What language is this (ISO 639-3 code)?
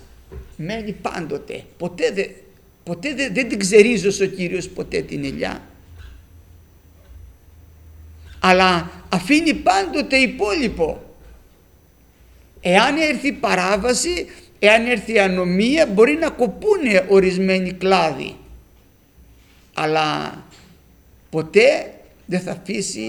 ell